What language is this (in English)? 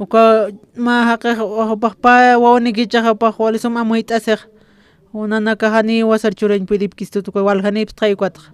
Aymara